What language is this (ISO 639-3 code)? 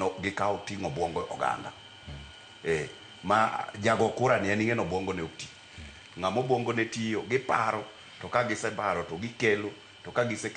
luo